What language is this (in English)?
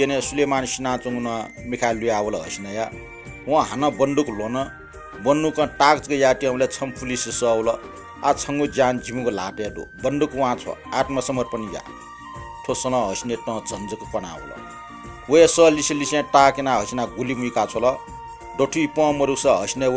Newari